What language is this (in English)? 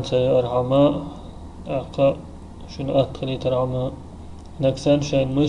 Chechen